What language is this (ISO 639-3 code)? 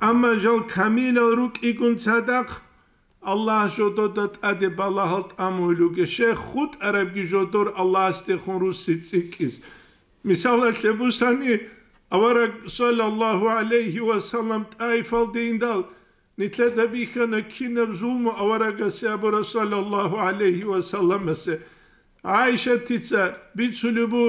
ava